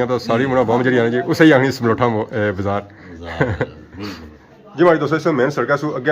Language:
Pahari-Potwari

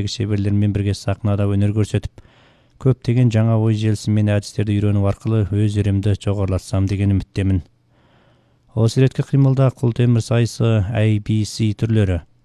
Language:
Kazakh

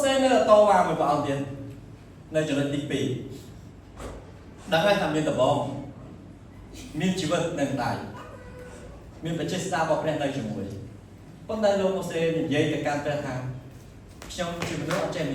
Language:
Khmer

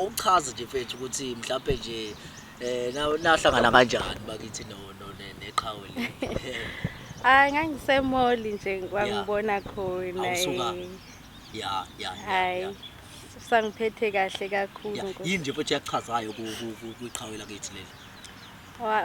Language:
Zulu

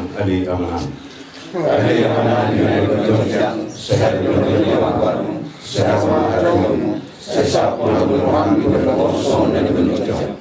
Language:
Batak Toba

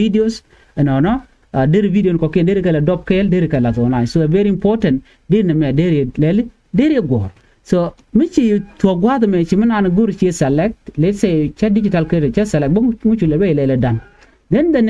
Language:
Nuer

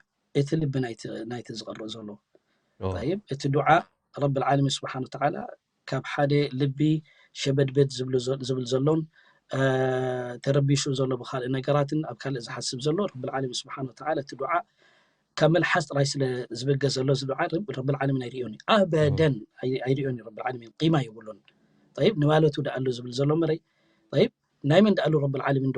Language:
Tigrinya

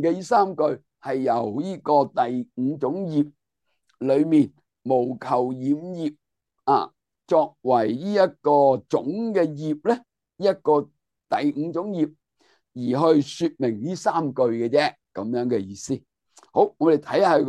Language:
Cantonese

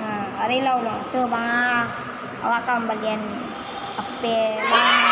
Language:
Minangkabau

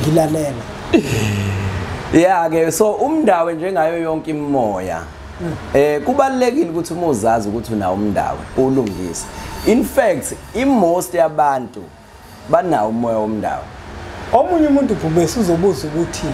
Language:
Zulu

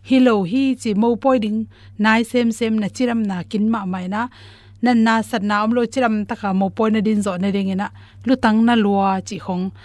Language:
Tedim Chin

